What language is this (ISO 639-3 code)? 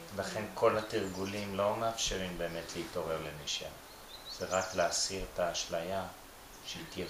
heb